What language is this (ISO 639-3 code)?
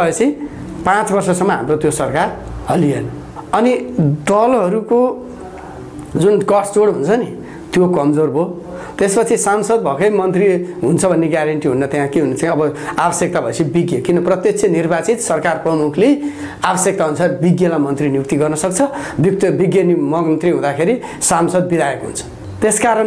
nep